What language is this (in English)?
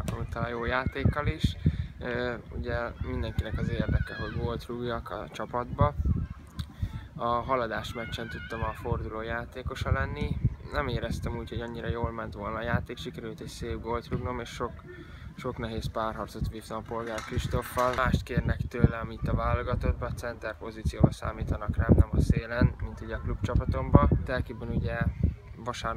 Hungarian